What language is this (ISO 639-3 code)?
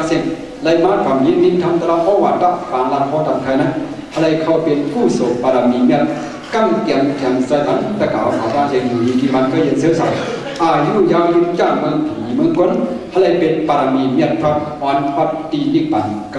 shn